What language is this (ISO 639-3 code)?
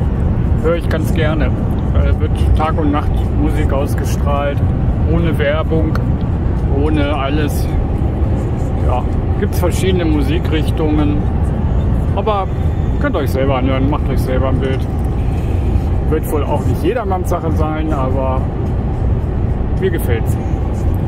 deu